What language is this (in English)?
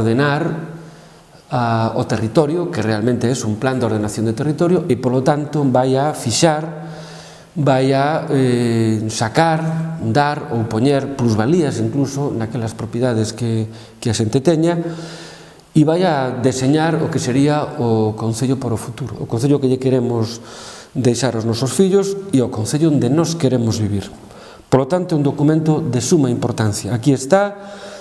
Galician